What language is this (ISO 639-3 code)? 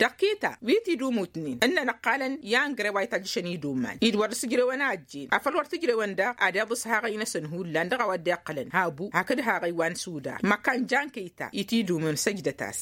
taq